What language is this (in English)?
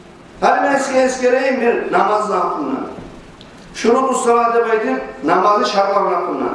Kumyk